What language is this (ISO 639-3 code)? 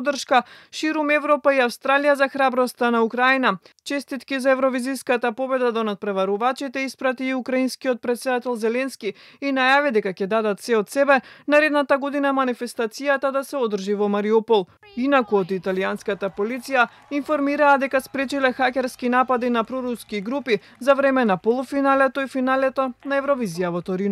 mkd